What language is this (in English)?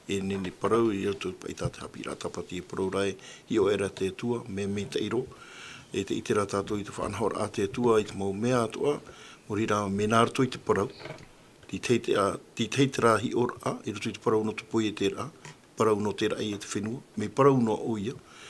Tahitian